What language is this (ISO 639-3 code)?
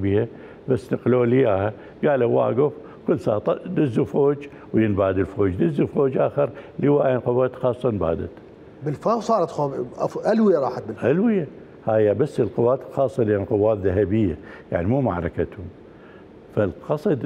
acm